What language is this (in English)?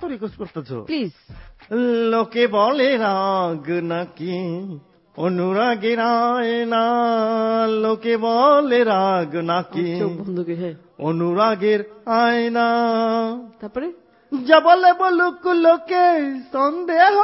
Bangla